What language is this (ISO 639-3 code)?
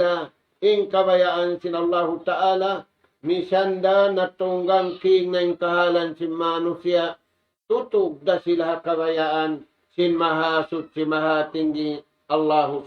tsg